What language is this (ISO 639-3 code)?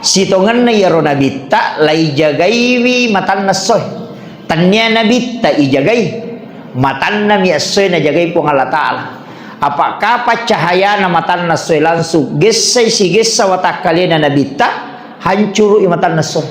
bug